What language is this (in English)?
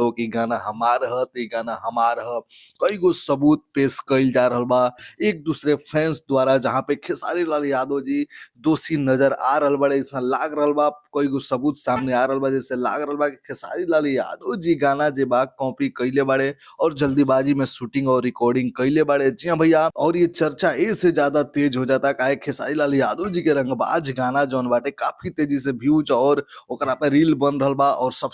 Bhojpuri